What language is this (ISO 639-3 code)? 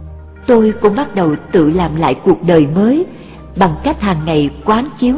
vie